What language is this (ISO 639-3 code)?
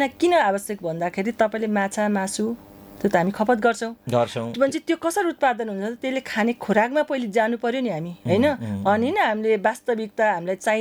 nep